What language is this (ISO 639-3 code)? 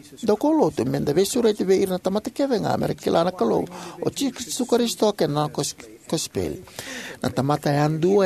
fij